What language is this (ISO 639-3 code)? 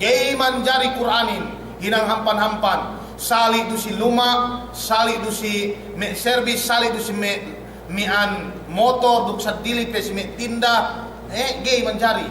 yka